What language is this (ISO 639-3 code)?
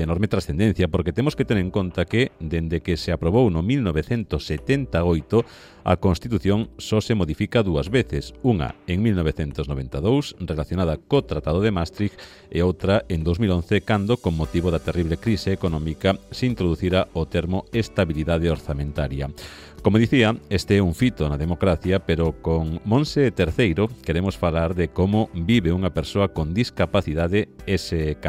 glg